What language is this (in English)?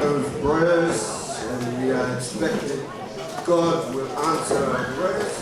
Tongan